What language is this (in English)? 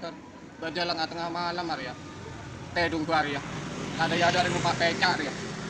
Madurese